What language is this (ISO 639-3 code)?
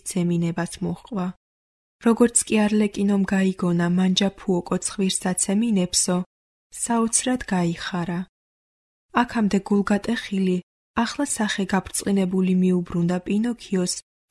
kat